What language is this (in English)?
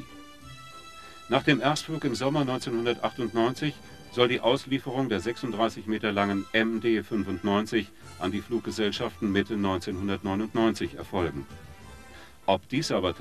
German